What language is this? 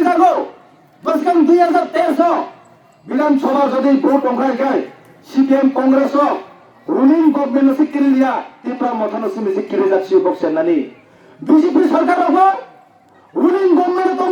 Kok Borok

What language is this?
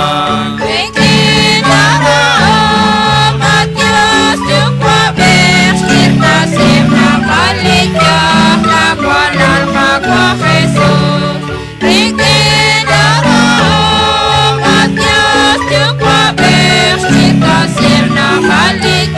Kekchí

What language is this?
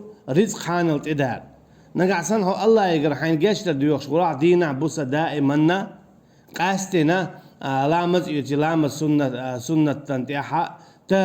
Chechen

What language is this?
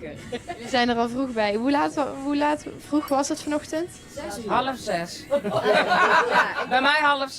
Limburgish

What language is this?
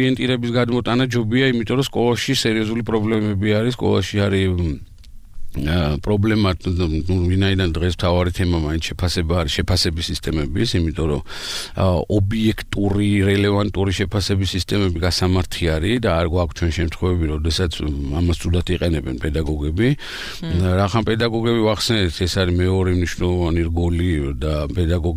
Georgian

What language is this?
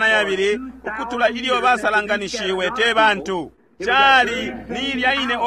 Bemba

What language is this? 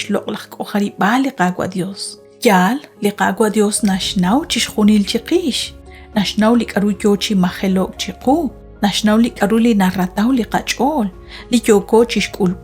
Kekchí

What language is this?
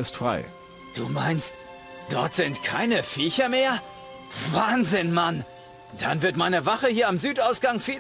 Bavarian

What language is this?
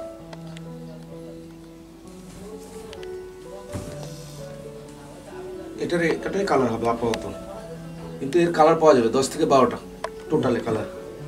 Bangla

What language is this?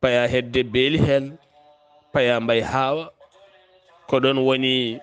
Fula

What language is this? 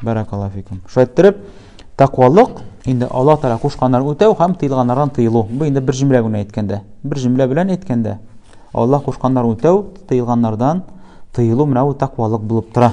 Tatar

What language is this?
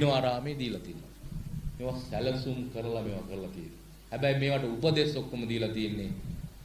Sinhala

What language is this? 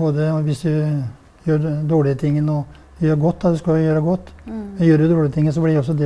Norwegian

